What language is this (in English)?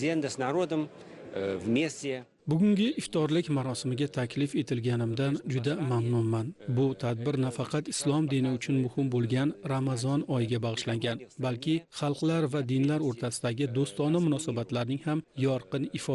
Uzbek